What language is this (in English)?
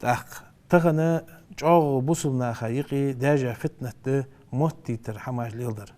Ingush